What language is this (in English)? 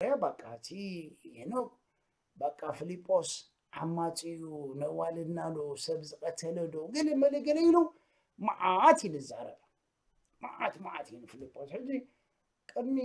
Tigrinya